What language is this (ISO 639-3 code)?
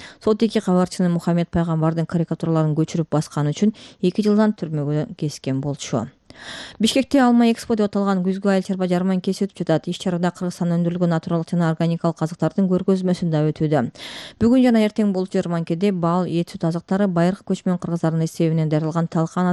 kir